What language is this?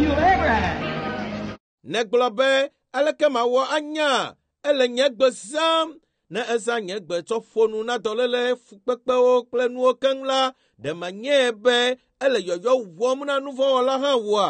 Ewe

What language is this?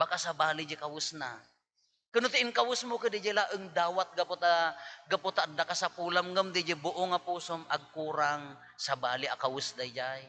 Iloko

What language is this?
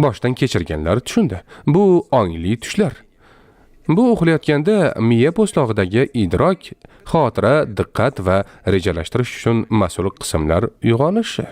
Uzbek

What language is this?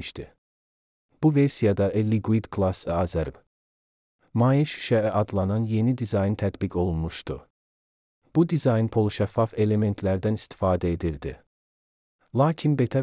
Azerbaijani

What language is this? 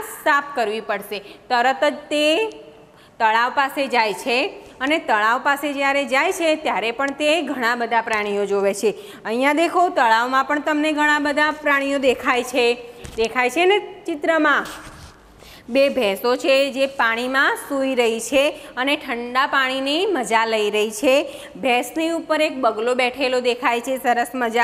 Gujarati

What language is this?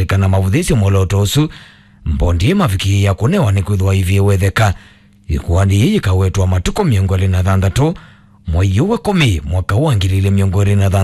Kamba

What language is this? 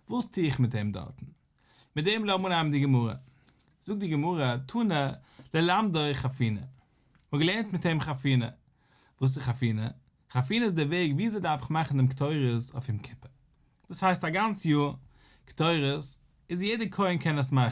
Yiddish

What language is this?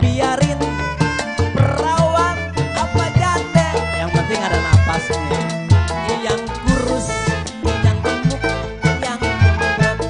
Betawi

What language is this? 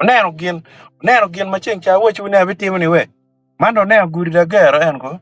Acoli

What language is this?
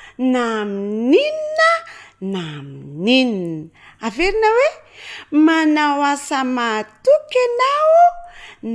Malagasy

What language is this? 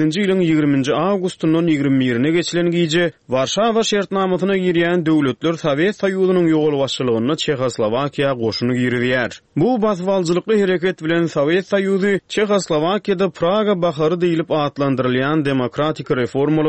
Turkmen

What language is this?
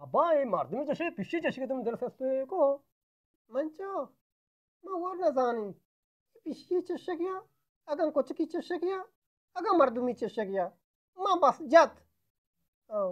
Eastern Balochi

